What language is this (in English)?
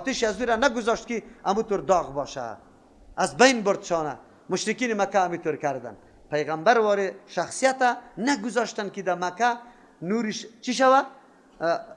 Persian